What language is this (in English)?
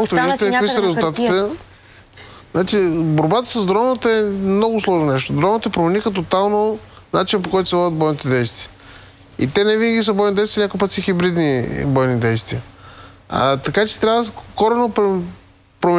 Bulgarian